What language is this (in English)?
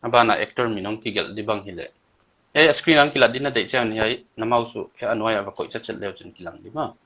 Paite Chin